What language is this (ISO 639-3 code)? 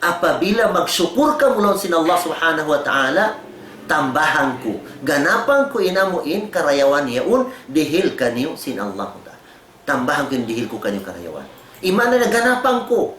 tsg